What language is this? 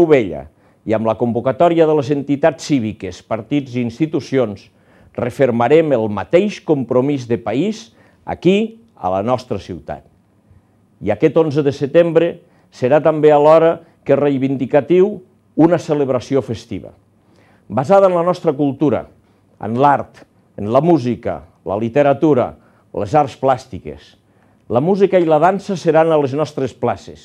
Catalan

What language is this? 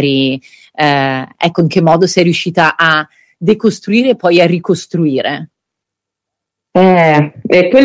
Italian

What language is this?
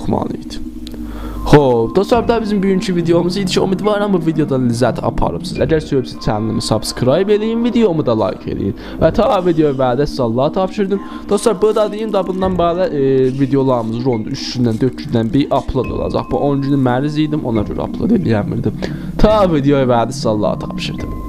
South Azerbaijani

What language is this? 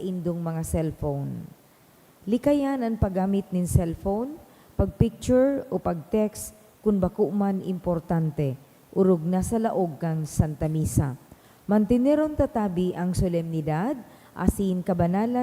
Bikol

